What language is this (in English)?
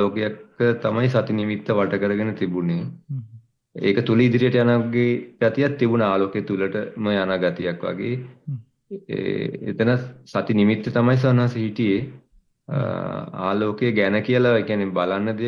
Sinhala